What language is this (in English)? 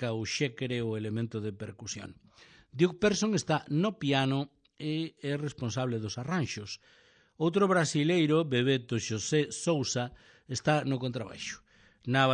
Galician